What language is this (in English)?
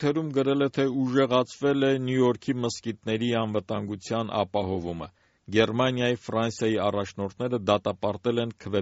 Armenian